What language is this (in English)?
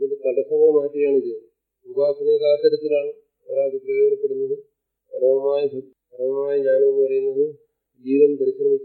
Malayalam